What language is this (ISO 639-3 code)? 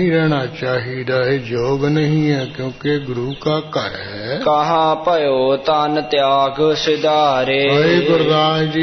pan